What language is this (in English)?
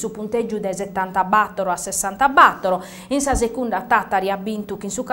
Sardinian